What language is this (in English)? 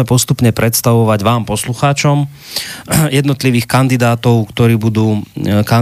Slovak